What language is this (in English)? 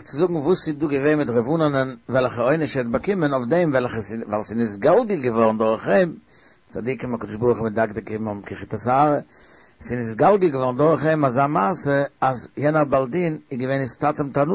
Yiddish